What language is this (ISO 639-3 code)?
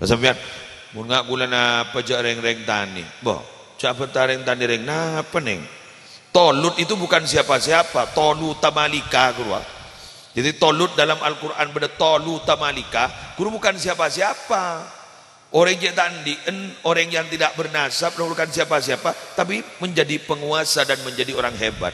mad